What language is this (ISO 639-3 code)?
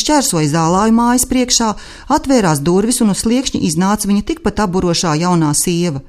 lav